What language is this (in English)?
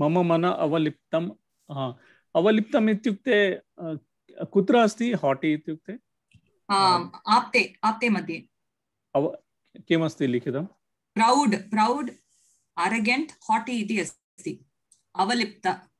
Sanskrit